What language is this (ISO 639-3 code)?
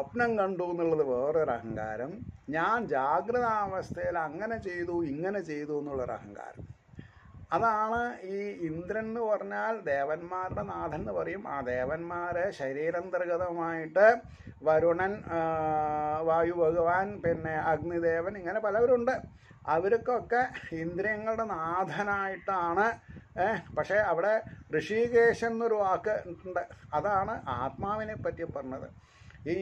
mal